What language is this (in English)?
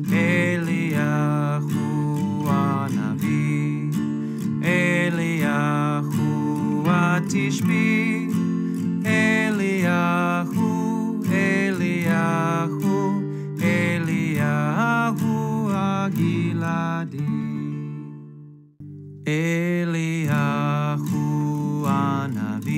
Hebrew